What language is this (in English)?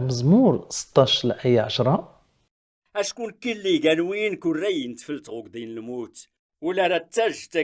Kabyle